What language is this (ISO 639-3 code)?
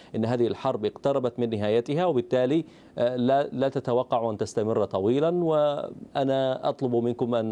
ara